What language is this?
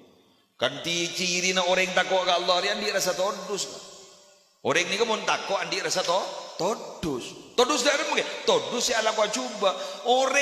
Madurese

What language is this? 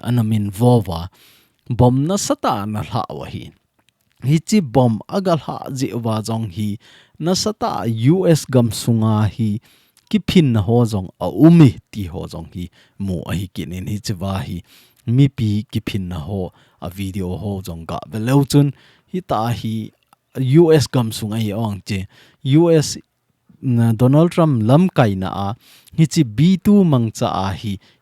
Thado Chin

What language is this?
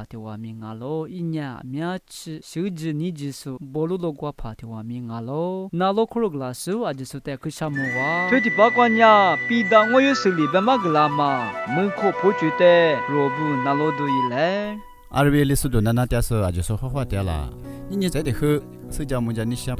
Lisu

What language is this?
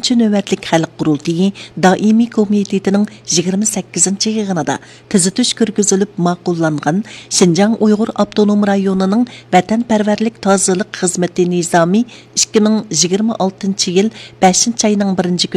Uyghur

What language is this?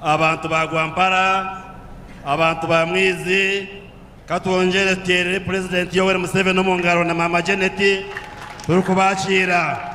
Nyankole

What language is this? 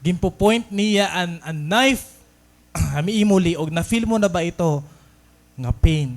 Waray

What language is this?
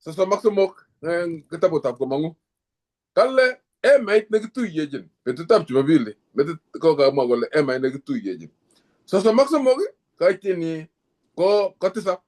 Kalenjin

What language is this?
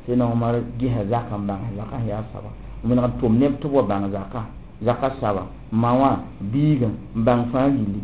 Mossi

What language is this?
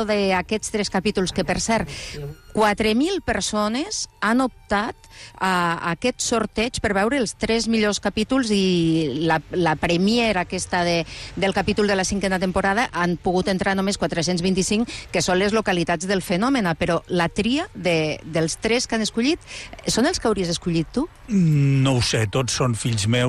Catalan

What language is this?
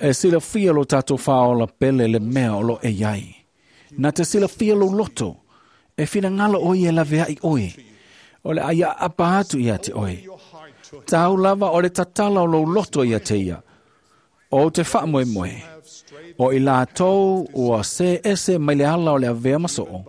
Samoan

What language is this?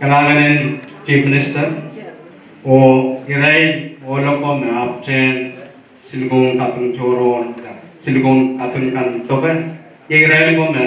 Pohnpeian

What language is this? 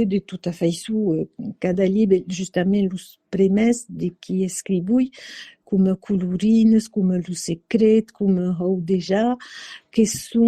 Occitan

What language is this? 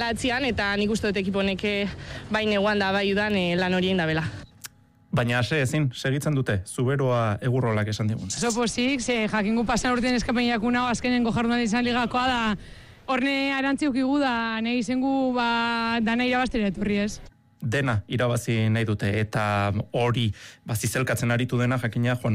Basque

